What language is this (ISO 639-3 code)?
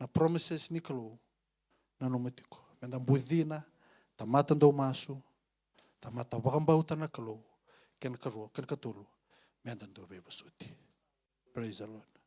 fij